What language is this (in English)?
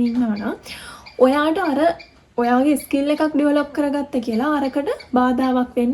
Sinhala